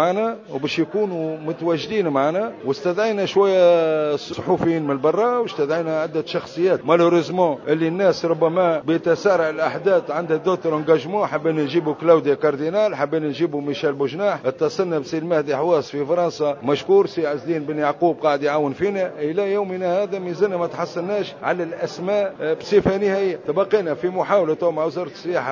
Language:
Tunisian Arabic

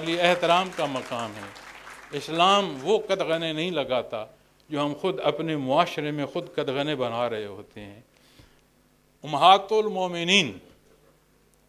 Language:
Urdu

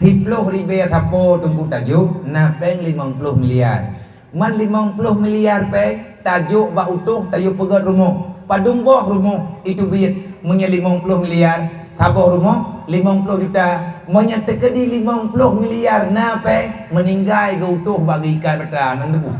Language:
Achinese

